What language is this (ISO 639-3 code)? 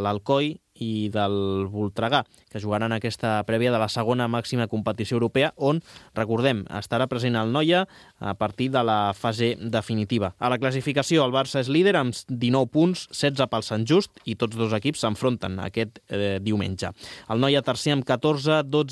cat